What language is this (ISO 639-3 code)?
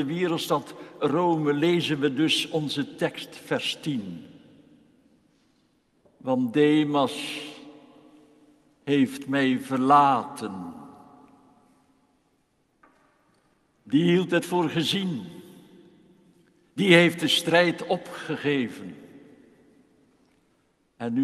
nld